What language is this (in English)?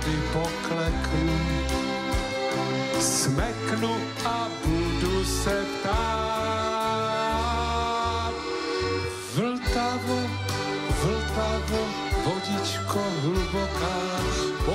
Czech